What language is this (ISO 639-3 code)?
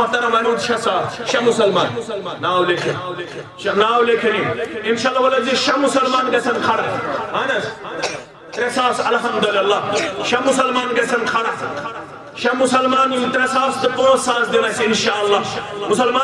kas